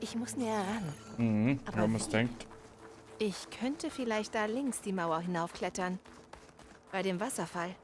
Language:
Bavarian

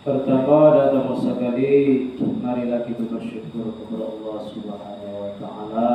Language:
Minangkabau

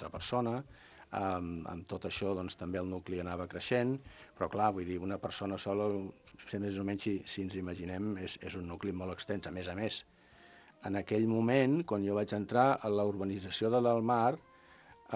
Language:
Catalan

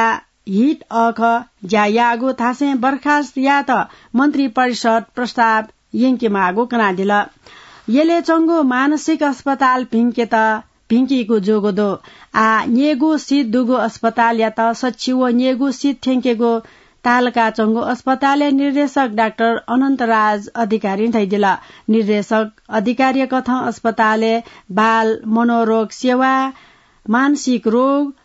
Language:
Newari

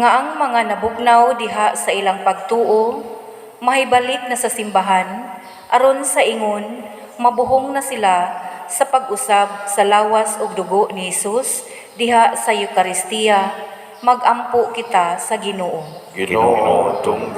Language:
Cebuano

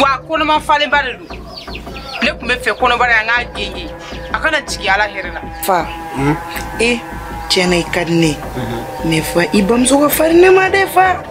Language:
Bambara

